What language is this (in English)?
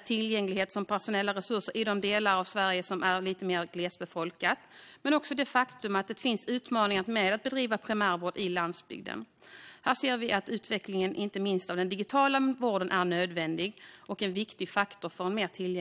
Swedish